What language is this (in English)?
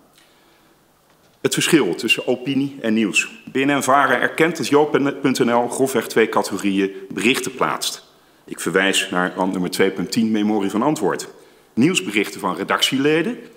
Dutch